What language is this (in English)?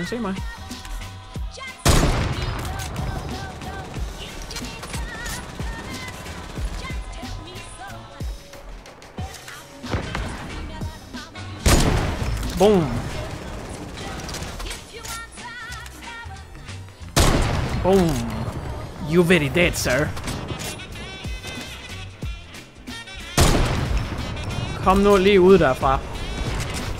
Danish